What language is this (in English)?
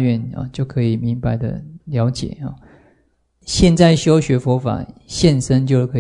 Chinese